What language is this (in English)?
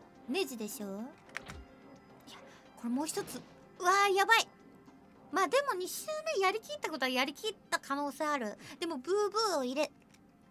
Japanese